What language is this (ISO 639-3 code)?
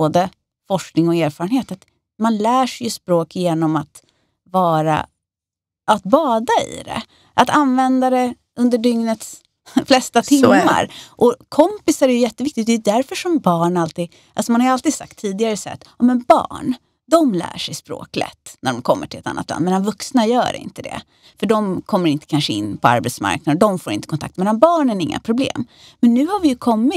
swe